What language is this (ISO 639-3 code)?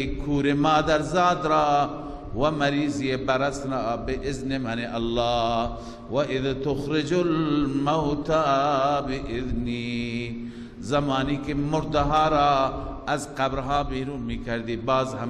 fas